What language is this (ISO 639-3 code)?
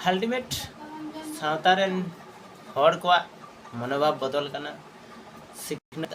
sat